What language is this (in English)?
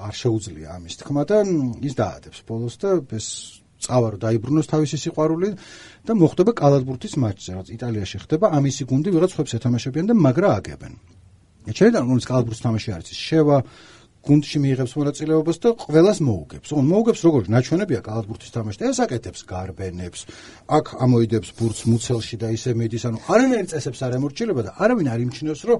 Georgian